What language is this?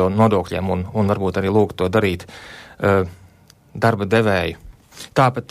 Latvian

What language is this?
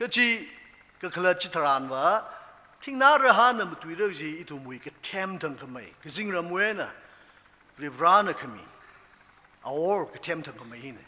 Tangkhul Naga (India)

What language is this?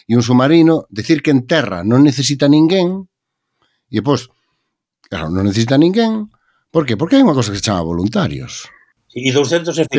Galician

